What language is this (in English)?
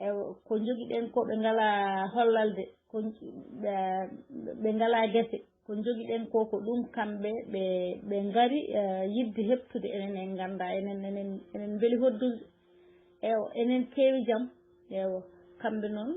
Fula